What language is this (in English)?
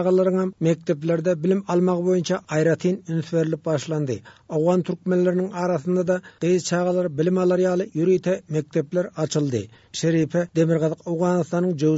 Turkmen